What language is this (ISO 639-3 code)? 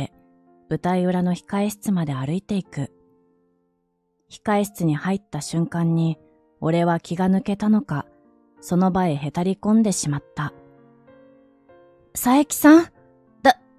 jpn